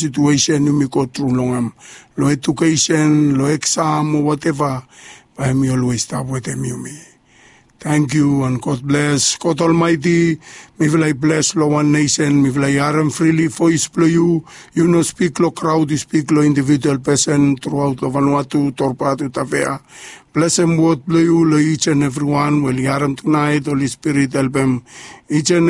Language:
Bislama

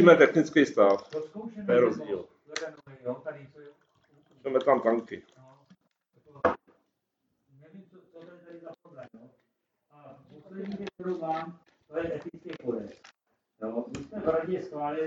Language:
Czech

